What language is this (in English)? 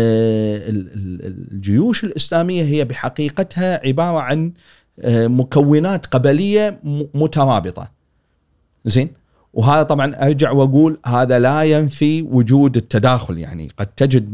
Gulf Arabic